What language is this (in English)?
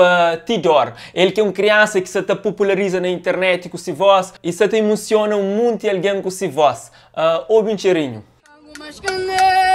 Kabuverdianu